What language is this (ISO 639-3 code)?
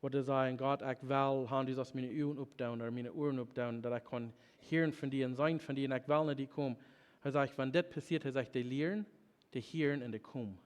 pdt